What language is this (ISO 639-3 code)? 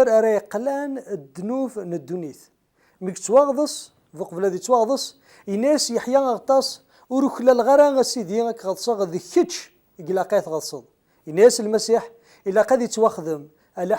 kab